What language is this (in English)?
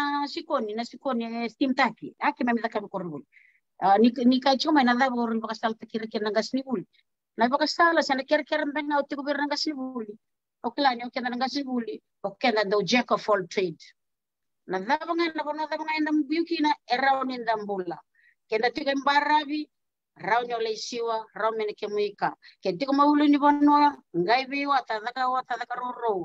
Fijian